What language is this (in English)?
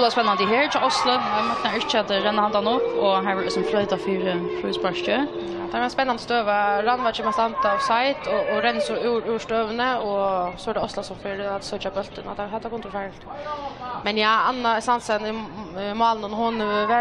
Faroese